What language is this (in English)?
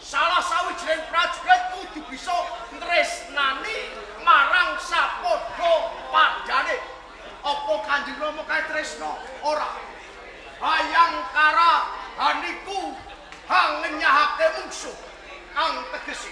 Javanese